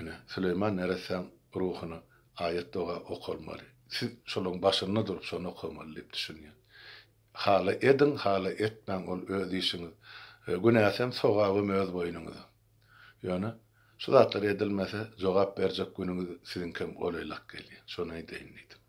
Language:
Turkmen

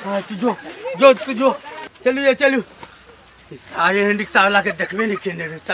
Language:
Maithili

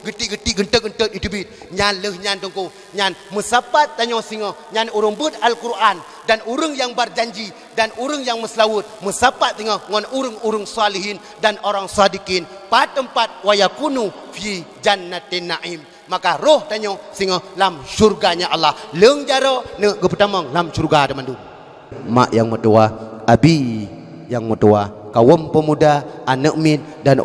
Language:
Achinese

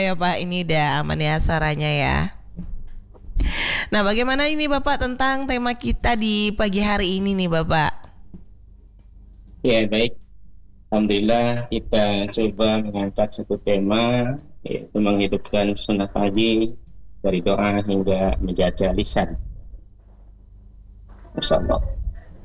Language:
Indonesian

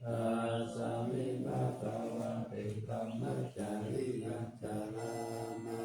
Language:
Pali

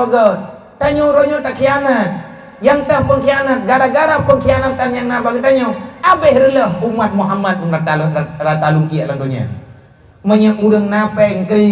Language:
Achinese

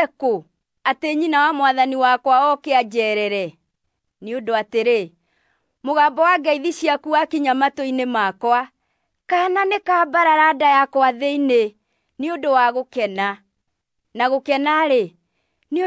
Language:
Kikuyu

